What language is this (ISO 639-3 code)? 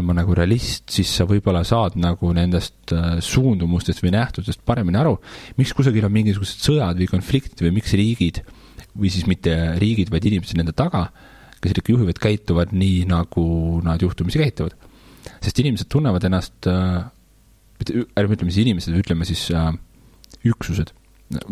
est